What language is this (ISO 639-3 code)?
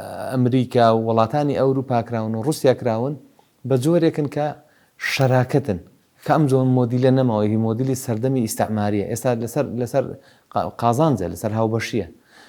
ckb